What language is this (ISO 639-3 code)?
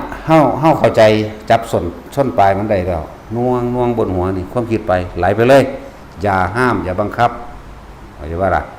lao